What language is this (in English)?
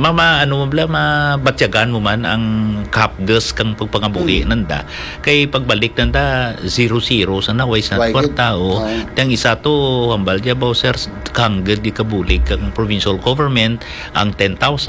Hiligaynon